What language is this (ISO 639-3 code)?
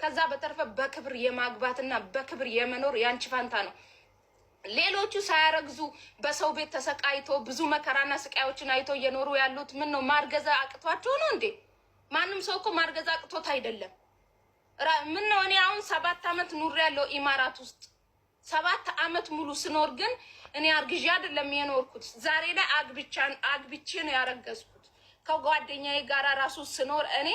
amh